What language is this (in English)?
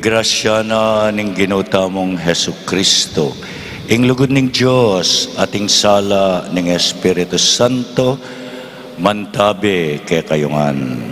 Pampanga